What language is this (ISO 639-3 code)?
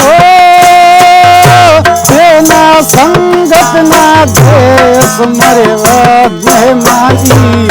brh